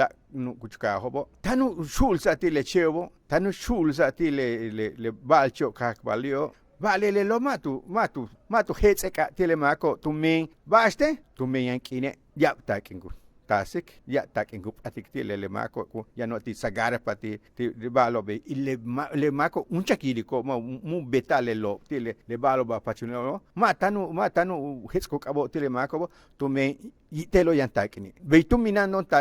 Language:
Yucateco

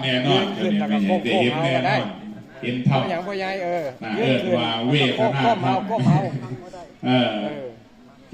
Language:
Northeastern Thai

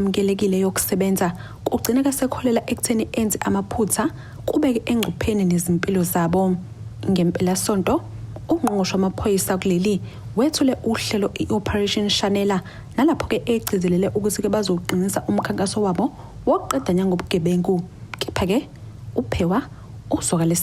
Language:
Zulu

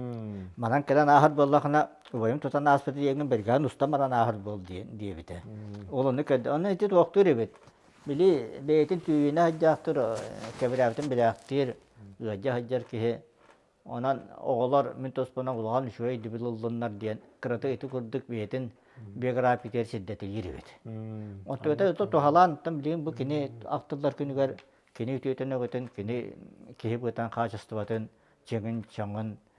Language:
Yakut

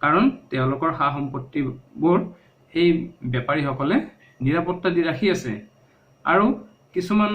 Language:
Assamese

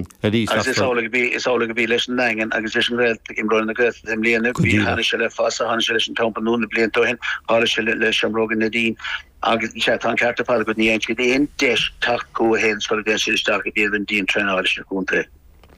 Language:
Irish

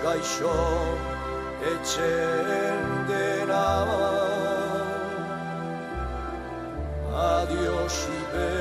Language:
Basque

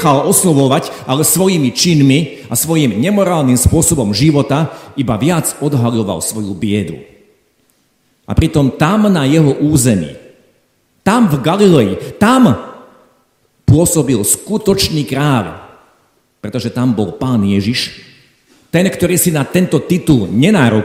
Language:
Slovak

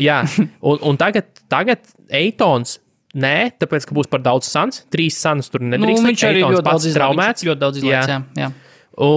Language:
Latvian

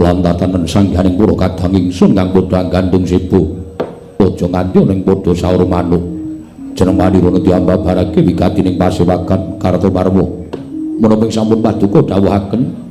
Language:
Javanese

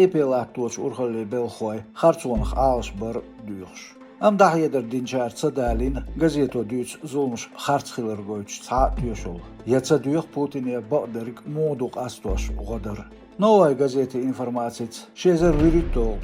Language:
Chechen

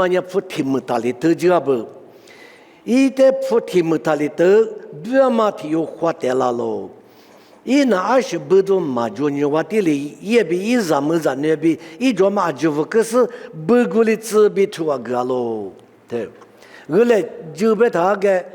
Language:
Lisu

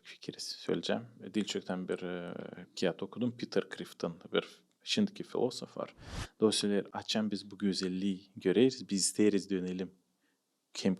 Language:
Gagauz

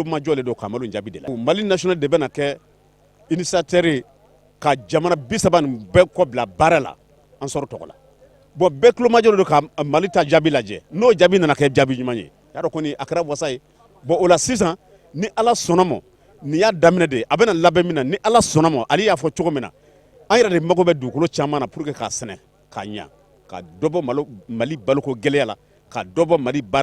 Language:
Bambara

